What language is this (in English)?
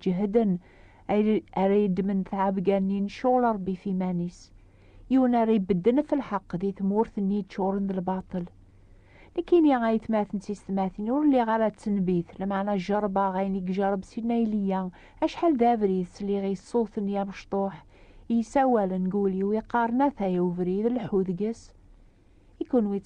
Kabyle